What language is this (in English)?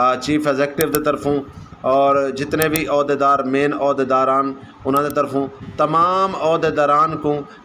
Saraiki